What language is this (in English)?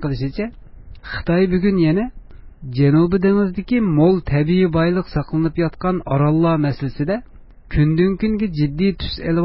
Uyghur